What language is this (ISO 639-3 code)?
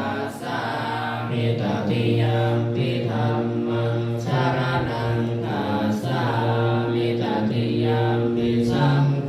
pli